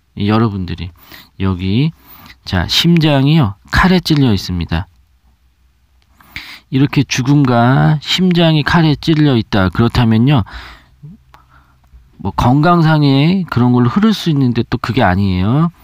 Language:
Korean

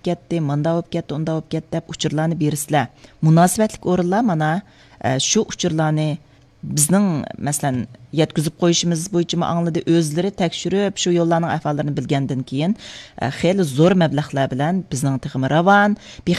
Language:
Uyghur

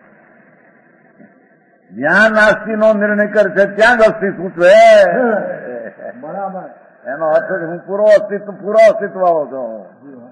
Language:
Gujarati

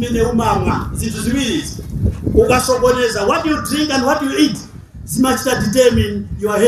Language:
Nyanja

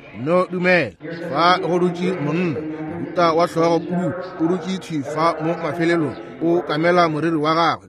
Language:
Northern Sotho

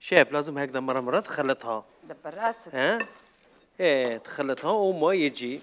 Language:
Algerian Arabic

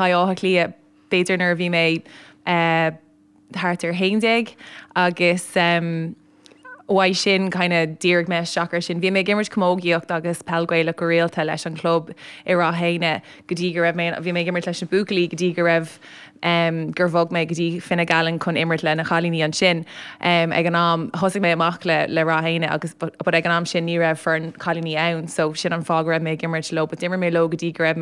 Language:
Irish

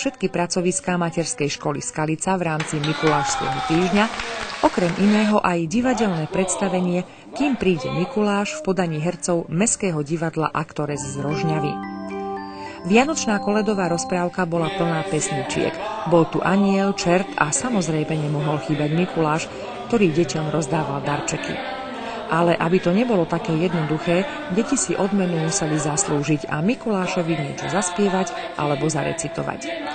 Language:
Slovak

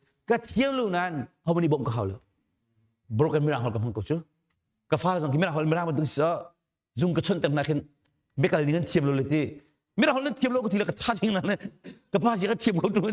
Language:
Hakha Chin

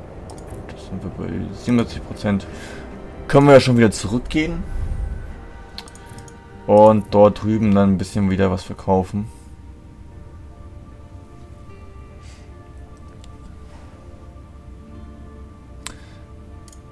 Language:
German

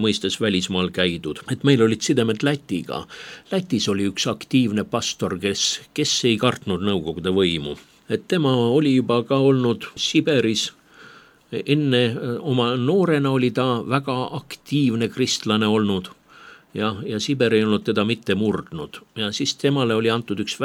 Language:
Estonian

